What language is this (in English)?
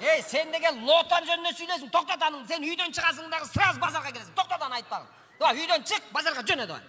Kyrgyz